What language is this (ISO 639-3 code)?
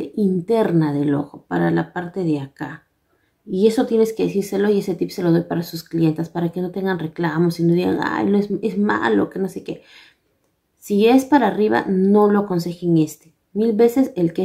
spa